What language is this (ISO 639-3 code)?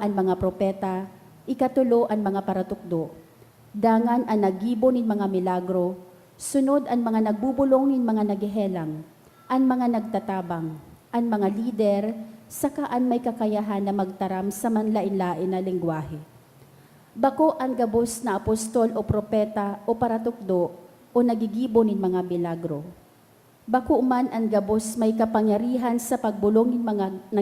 bik